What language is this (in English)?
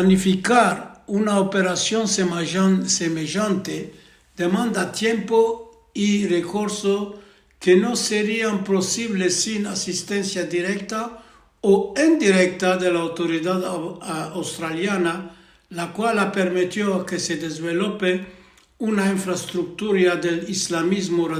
Ladino